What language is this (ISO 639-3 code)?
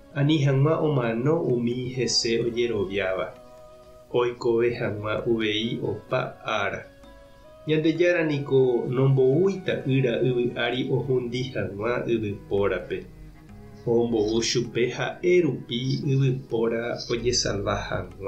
grn